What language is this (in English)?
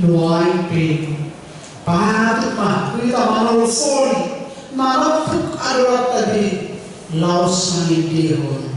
Batak Toba